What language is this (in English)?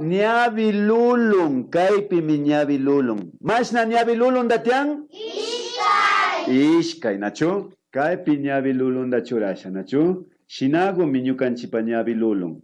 Imbabura Highland Quichua